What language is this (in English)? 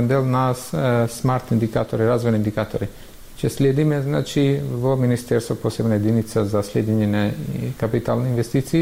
Macedonian